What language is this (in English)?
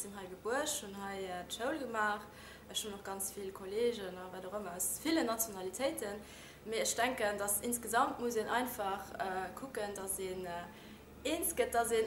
Luxembourgish